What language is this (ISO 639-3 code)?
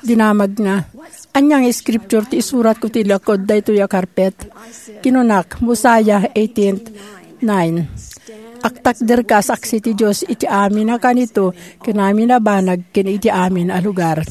ilo